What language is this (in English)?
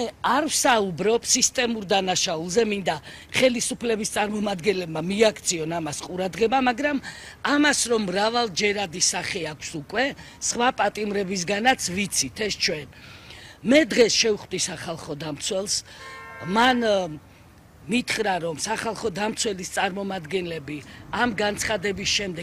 Georgian